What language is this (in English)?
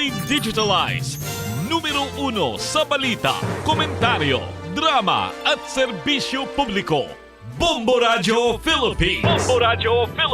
Hiligaynon